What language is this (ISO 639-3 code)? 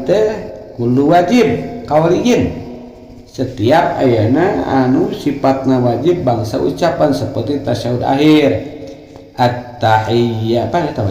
sun